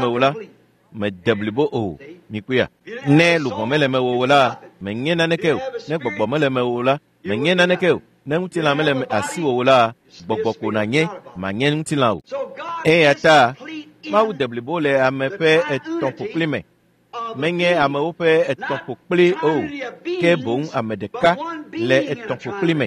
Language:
Ewe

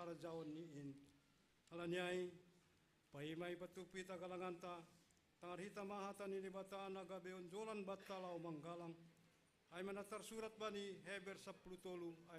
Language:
Batak Simalungun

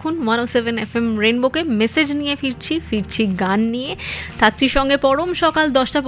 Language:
Bangla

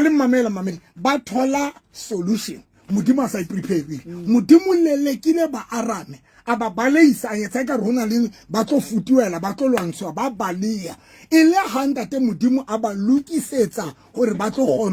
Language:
Southern Sotho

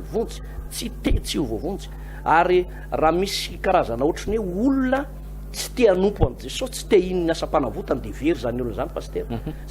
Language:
Malagasy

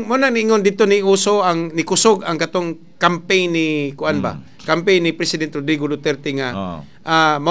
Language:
Cebuano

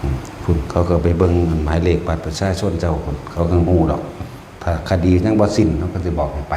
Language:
Northeastern Thai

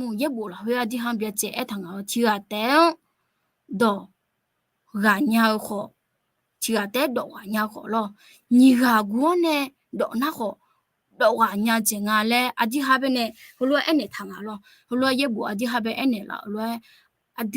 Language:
Akha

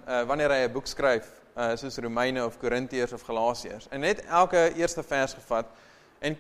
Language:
Afrikaans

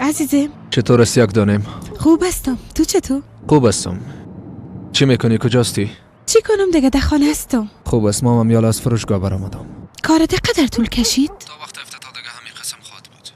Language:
Persian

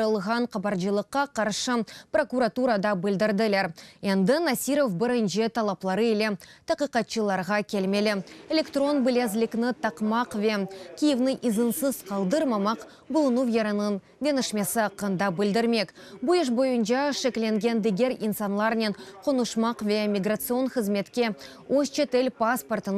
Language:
Crimean Tatar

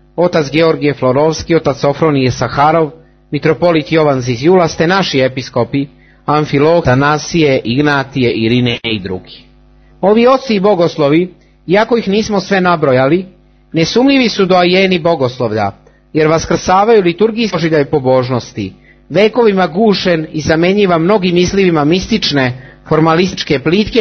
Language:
Serbian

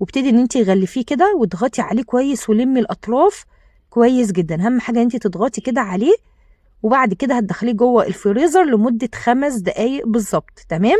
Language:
Egyptian Arabic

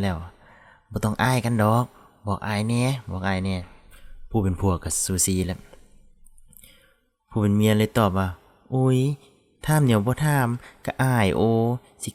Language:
Lao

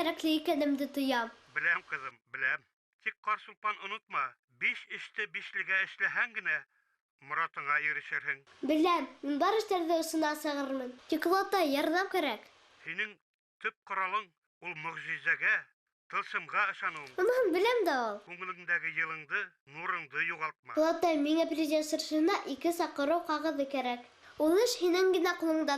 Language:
Bashkir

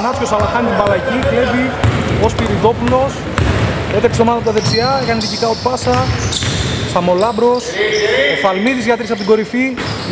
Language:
Greek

